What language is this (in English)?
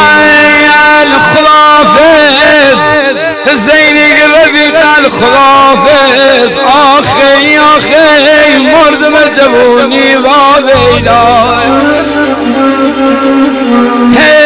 Persian